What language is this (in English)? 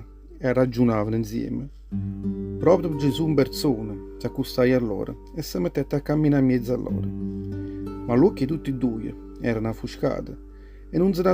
Neapolitan